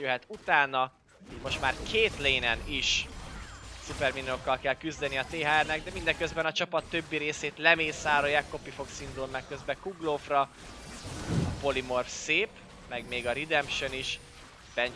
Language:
Hungarian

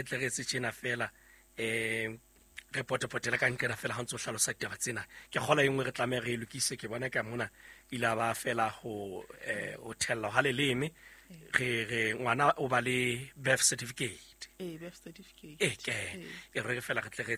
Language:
Southern Sotho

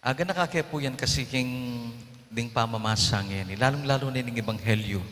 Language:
Pampanga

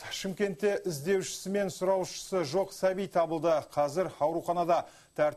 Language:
Kazakh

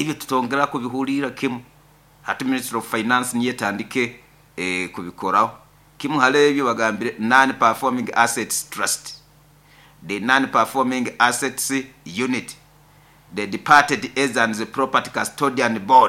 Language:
Nyoro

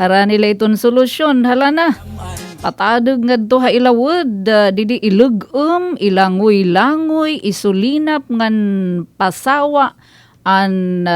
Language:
Waray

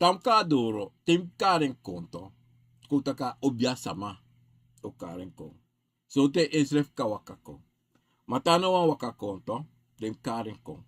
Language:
Sranan Tongo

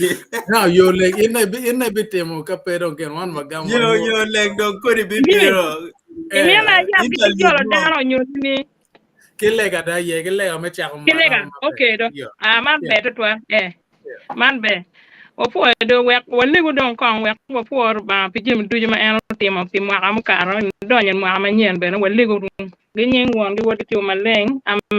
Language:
Acoli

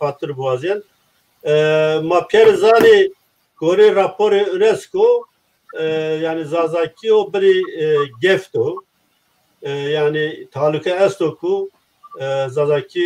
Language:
Zaza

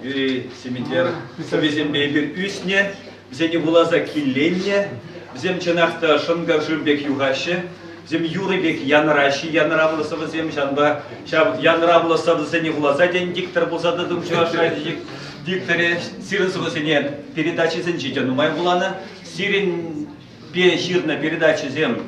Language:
Chuvash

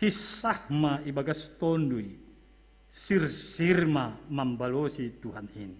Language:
Batak Simalungun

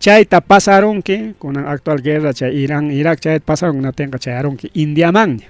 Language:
Ayacucho Quechua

